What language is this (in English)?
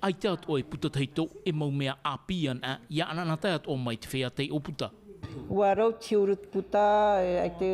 Tahitian